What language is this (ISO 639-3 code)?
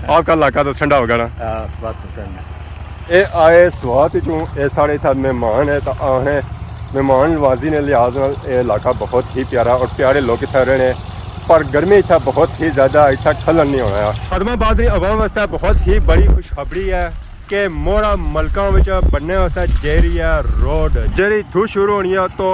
phr